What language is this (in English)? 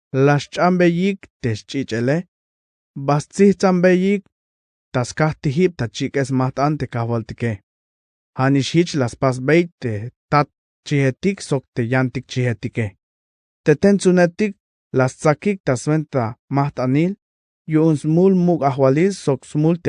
Tzeltal